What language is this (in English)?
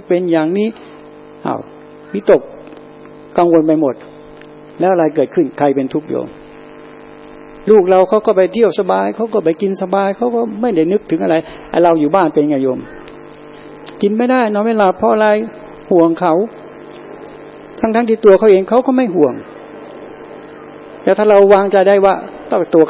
Thai